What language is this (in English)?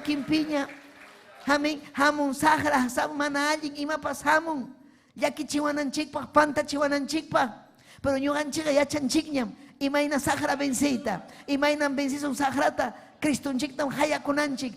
Ayacucho Quechua